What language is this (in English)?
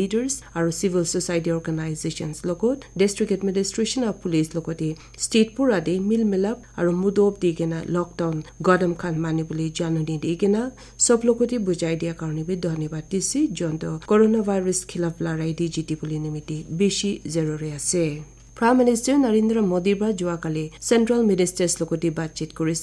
Naga Pidgin